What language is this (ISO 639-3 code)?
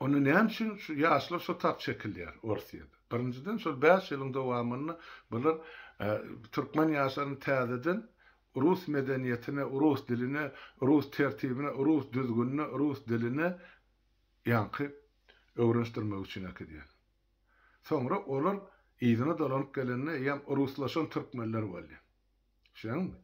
tuk